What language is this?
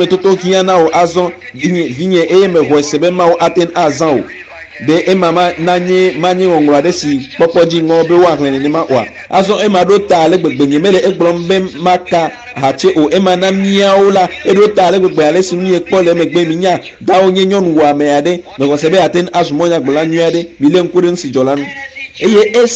Ewe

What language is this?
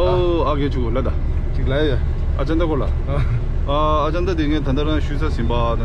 Tibetan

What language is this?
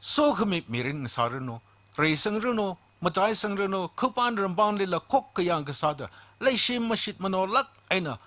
Tangkhul Naga (India)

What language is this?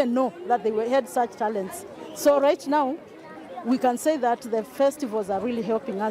Kamba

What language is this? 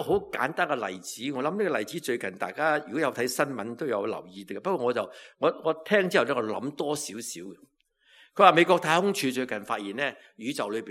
Cantonese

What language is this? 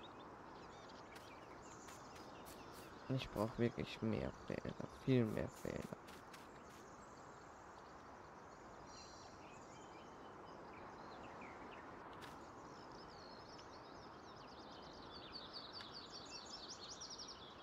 German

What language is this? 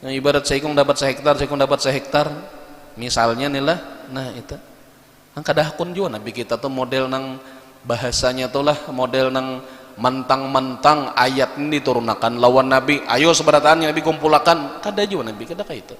Banjar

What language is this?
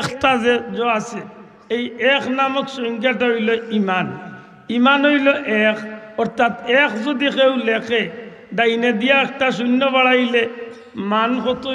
Sylheti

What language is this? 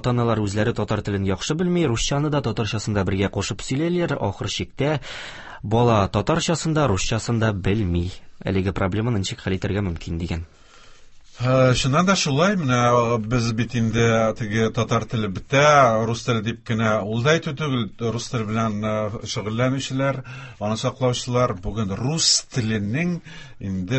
Tatar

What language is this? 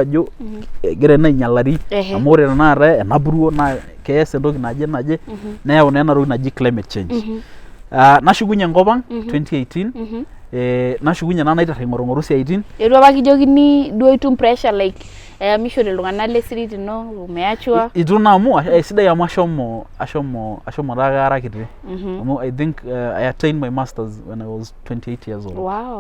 Masai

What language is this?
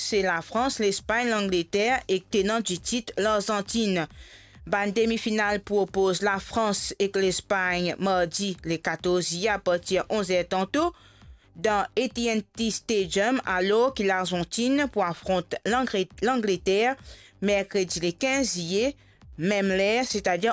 Morisyen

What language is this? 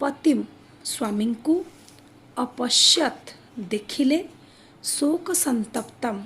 Odia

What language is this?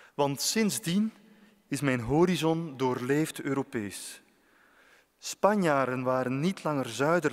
Dutch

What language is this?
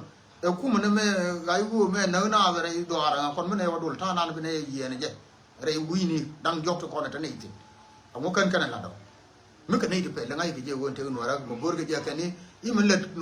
Nuer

